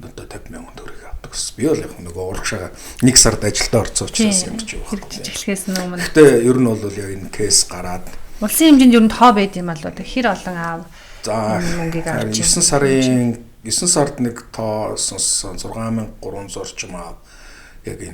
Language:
Mongolian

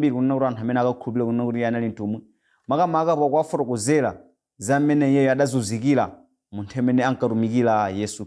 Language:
Nyanja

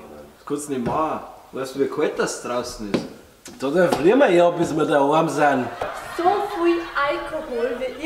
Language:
Bavarian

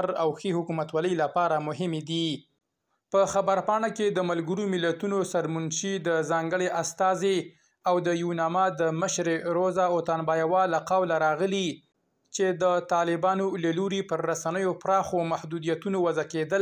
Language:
Pashto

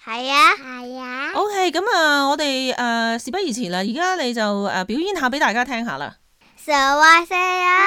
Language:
Cantonese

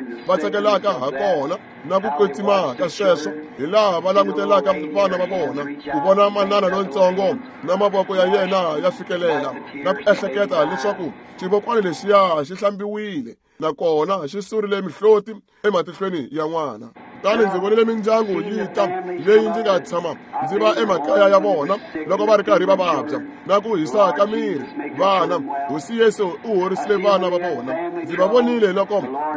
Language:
Tsonga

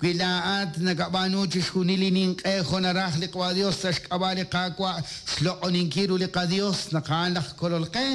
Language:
Kekchí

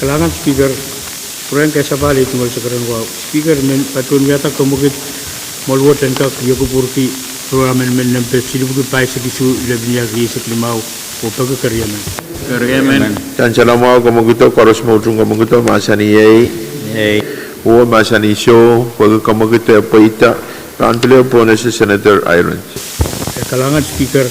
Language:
Pohnpeian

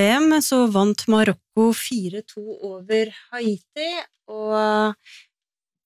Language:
Norwegian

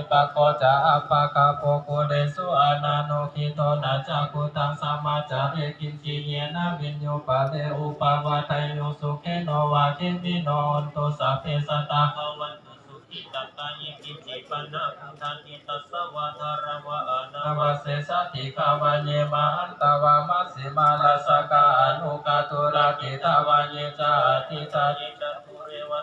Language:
Pali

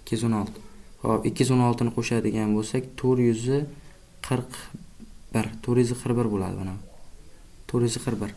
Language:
Uzbek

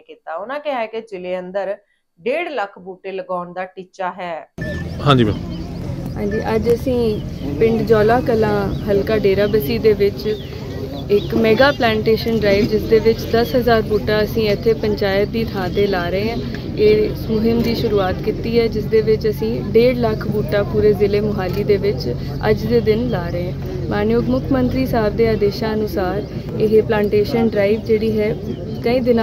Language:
Punjabi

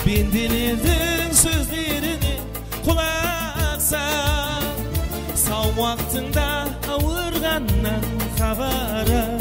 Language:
Kara-Kalpak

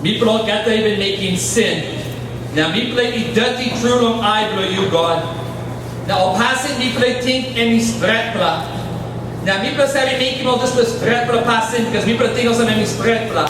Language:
Tok Pisin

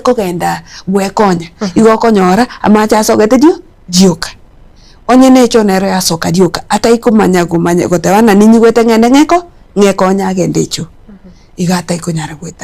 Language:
Gusii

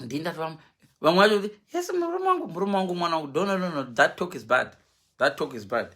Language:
Shona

